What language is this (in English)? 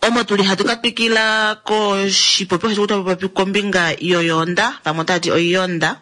Kuanyama